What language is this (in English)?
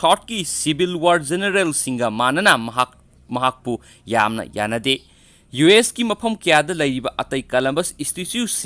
Manipuri